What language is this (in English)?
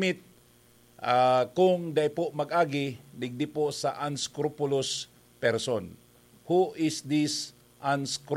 Bikol